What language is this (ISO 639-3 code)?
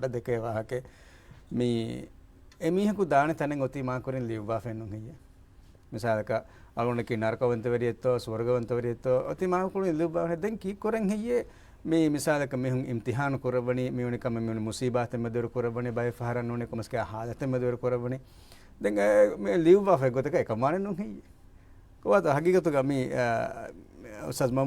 div